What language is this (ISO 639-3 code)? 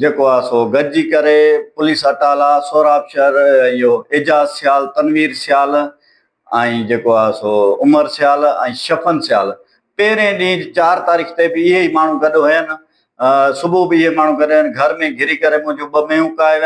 snd